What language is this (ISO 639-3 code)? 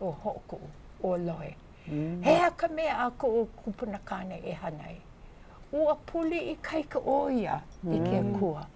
haw